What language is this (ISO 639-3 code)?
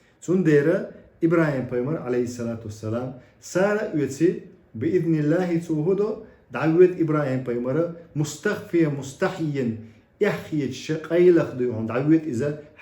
che